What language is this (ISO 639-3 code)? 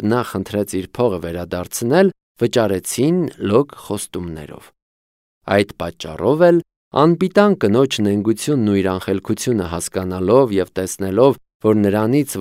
hye